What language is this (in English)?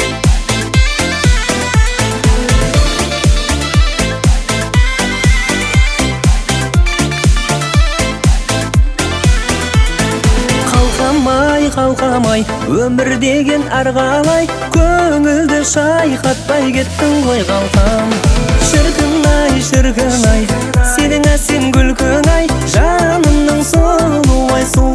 Kazakh